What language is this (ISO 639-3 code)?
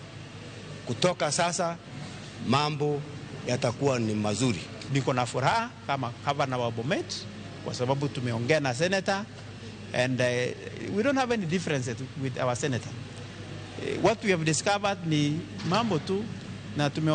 luo